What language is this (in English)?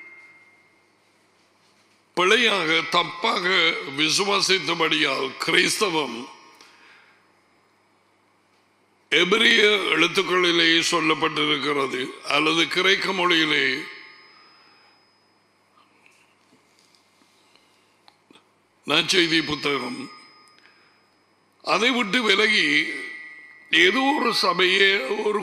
Tamil